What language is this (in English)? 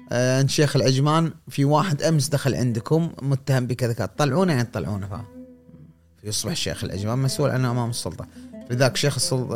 Gulf Arabic